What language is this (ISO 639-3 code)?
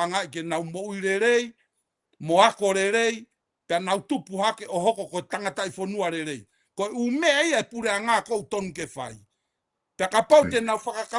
ton